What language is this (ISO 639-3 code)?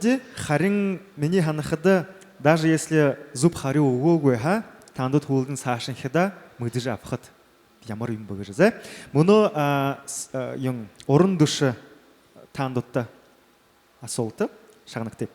bua